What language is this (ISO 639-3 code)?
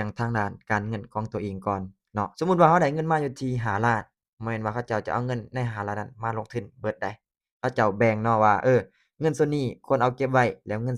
lao